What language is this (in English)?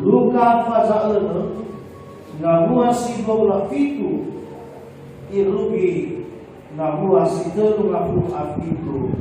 Nias